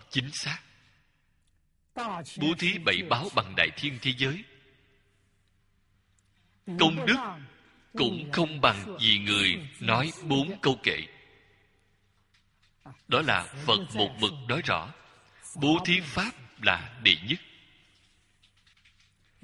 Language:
Vietnamese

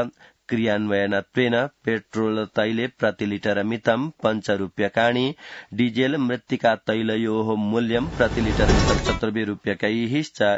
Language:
Sanskrit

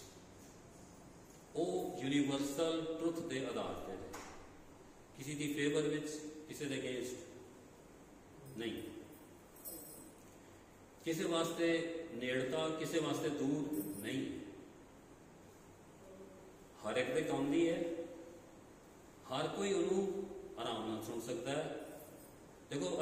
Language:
Punjabi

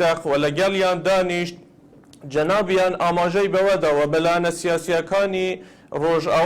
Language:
Central Kurdish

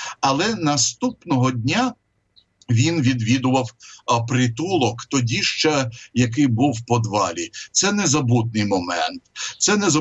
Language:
Ukrainian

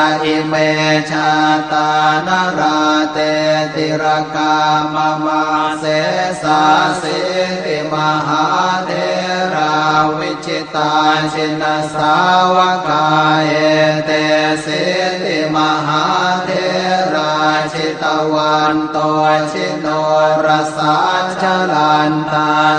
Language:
Pali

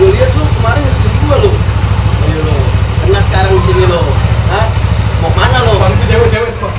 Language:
Betawi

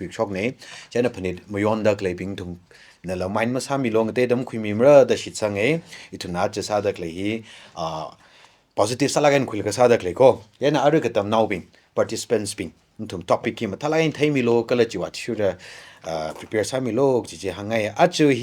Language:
Tangkhul Naga (India)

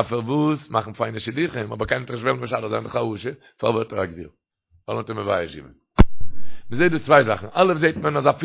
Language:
Yiddish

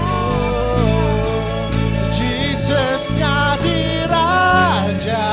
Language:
Iban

